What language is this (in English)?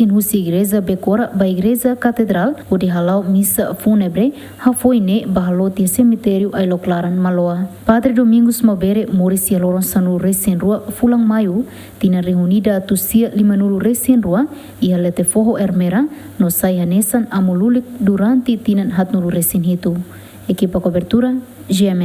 Tetum